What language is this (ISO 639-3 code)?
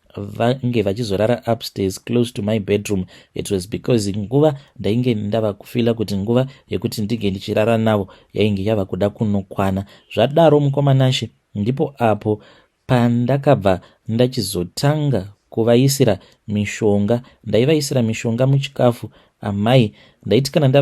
sna